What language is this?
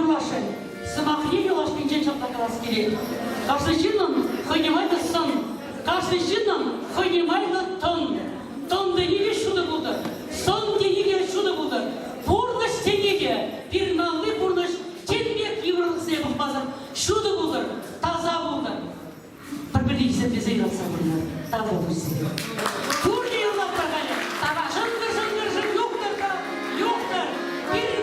Chuvash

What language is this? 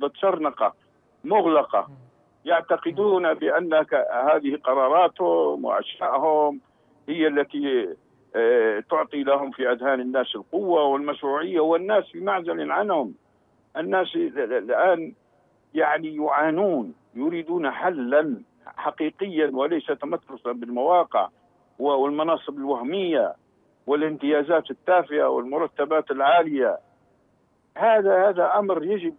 Arabic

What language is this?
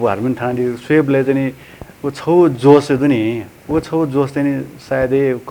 Newari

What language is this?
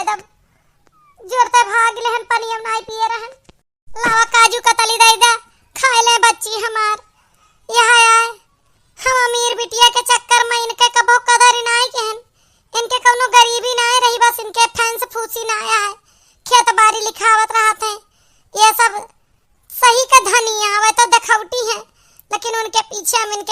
Awadhi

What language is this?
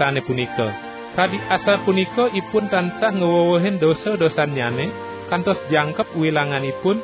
Balinese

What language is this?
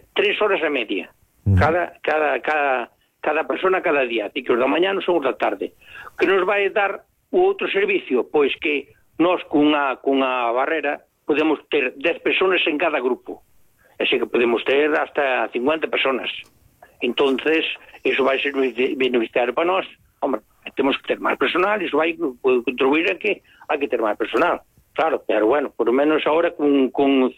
Galician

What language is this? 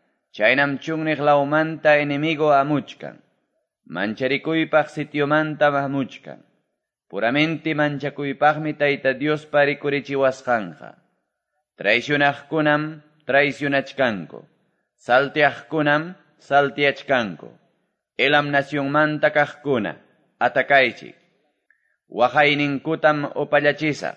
Quechua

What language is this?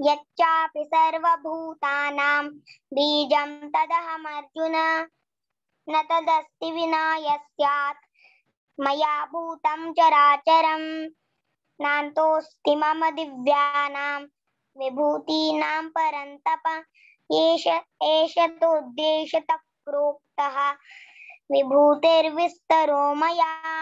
Sanskrit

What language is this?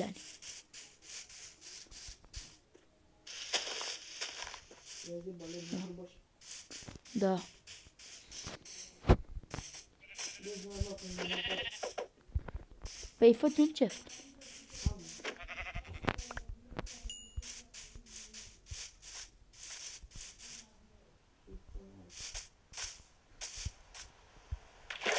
Romanian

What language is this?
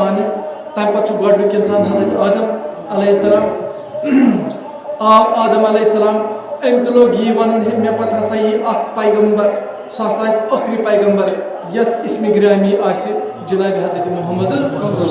Kashmiri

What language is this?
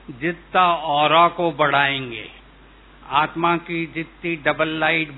Hindi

